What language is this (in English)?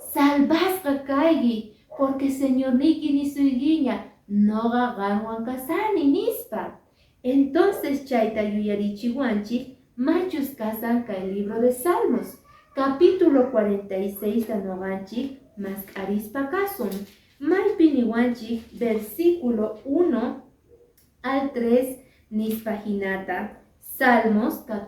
Quechua